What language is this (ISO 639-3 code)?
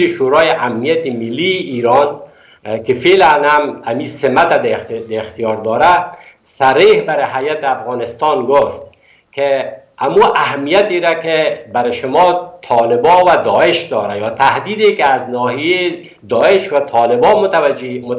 fas